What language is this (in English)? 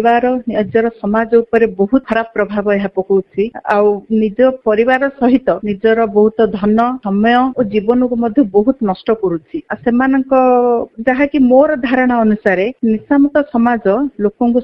Odia